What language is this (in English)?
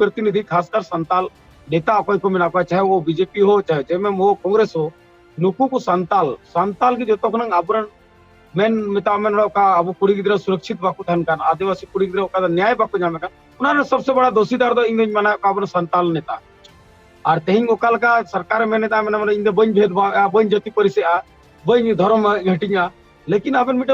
Santali